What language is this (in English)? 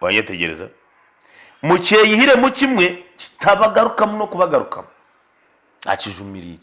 Nyankole